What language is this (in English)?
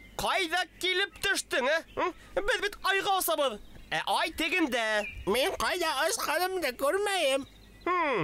Bashkir